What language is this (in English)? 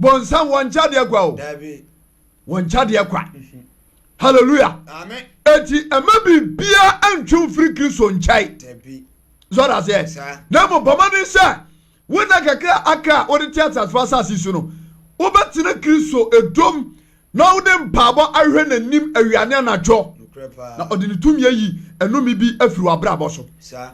Akan